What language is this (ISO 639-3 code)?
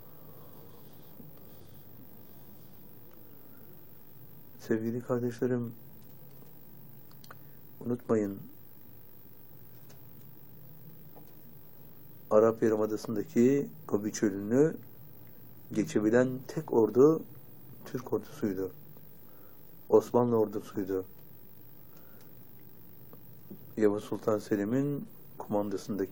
tur